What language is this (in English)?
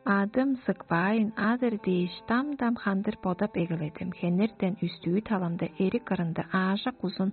Tuvinian